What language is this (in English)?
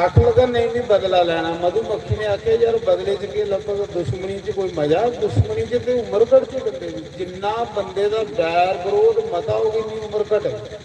Dogri